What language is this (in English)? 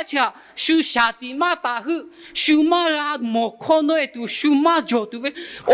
Lahu